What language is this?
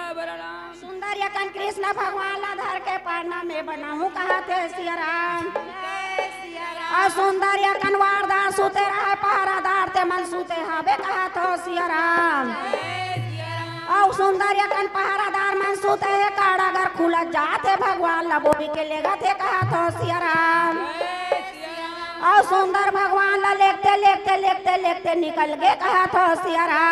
Chhattisgarhi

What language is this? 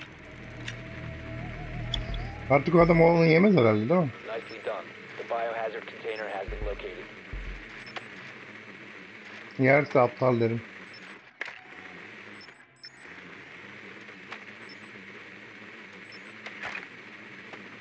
Turkish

